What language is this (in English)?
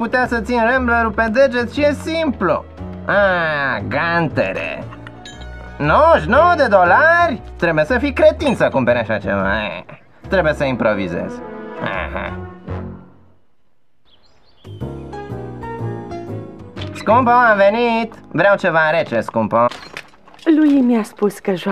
Romanian